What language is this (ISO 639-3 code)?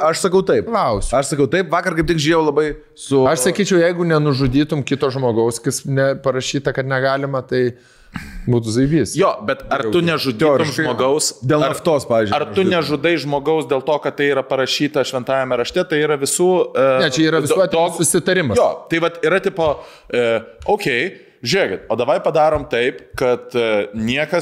lit